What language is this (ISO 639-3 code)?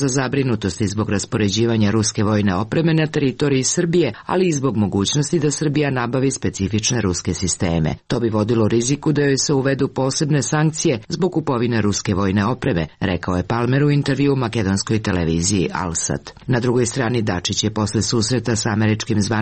srp